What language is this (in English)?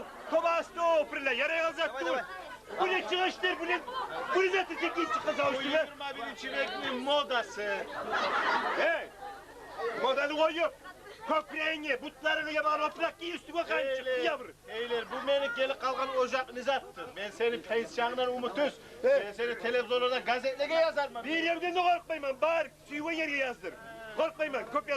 Kumyk